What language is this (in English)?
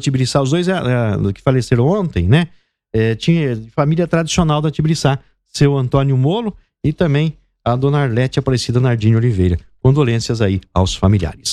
Portuguese